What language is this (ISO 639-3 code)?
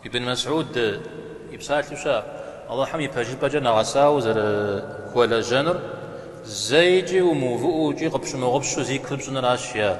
kbd